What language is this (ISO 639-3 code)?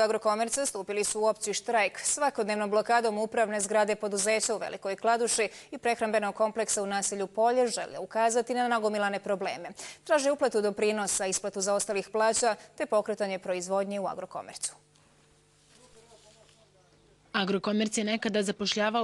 bos